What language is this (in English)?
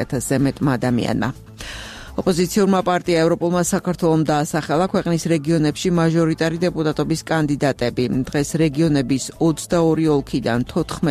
Georgian